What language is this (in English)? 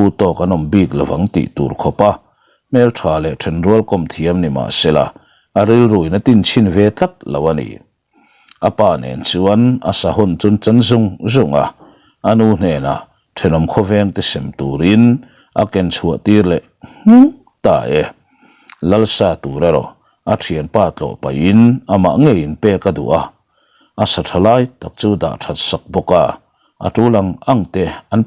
Mizo